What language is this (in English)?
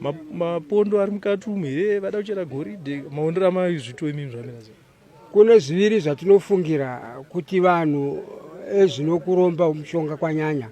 Shona